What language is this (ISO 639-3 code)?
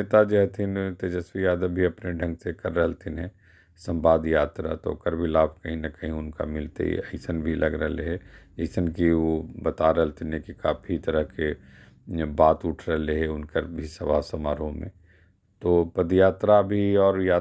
mag